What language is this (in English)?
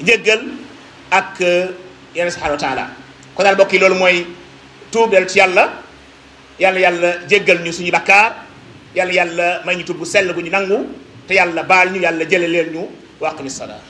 Wolof